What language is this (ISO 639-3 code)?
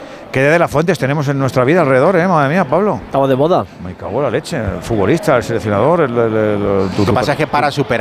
spa